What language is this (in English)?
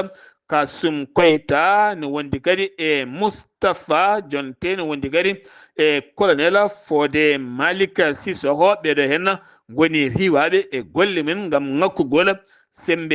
Fula